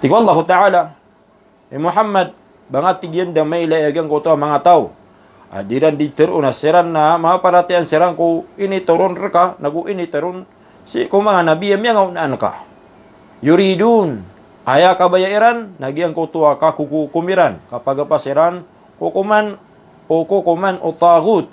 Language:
Maranao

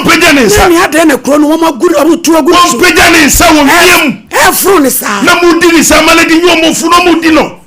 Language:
Akan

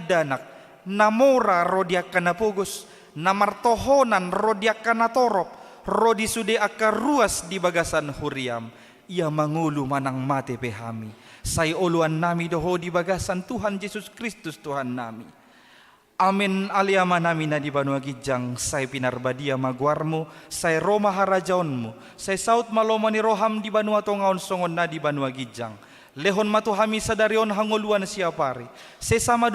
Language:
Batak Toba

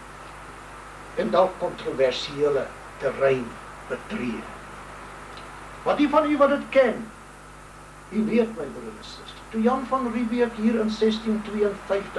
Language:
Afrikaans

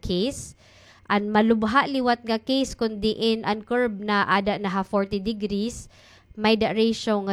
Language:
Waray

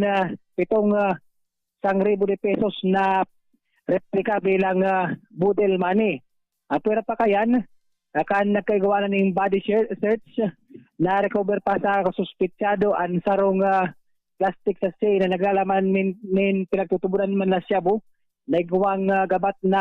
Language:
Bikol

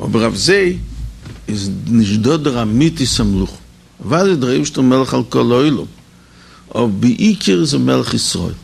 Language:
Yiddish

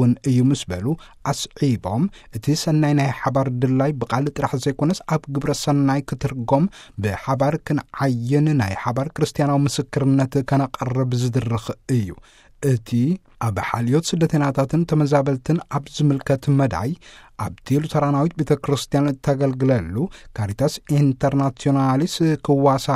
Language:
Tigrinya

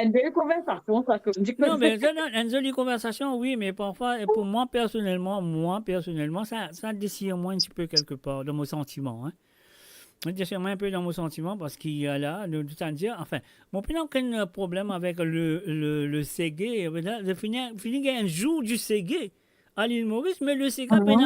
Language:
Morisyen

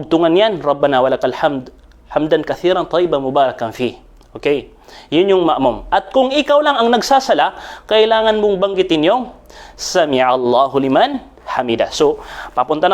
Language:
Maranao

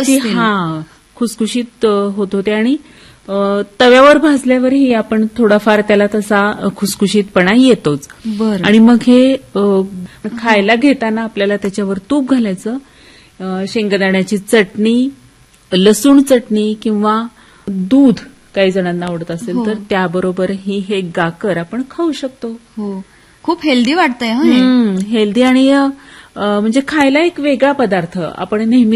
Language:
Marathi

